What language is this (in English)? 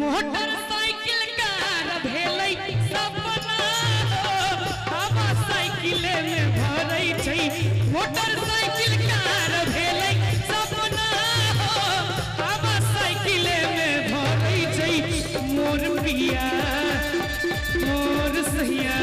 Maithili